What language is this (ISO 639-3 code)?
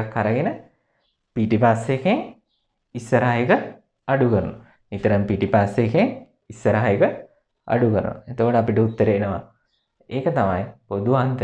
sin